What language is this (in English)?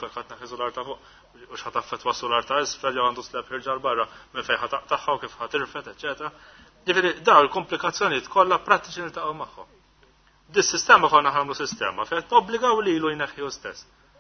Maltese